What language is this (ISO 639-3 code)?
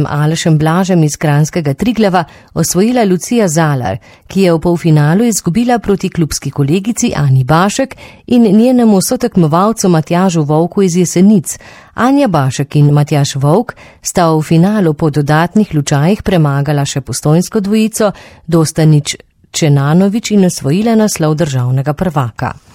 slv